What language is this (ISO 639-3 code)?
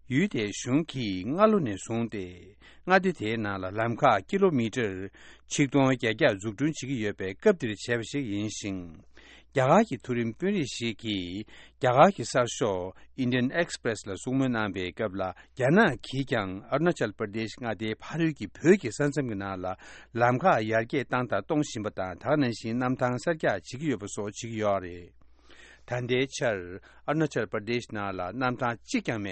bod